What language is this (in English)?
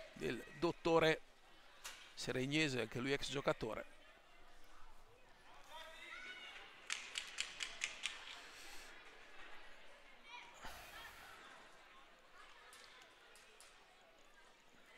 Italian